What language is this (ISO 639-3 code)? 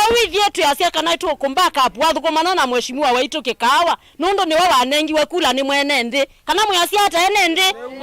kam